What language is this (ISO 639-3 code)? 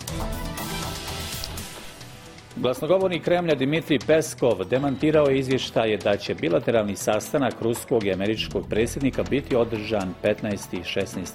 bos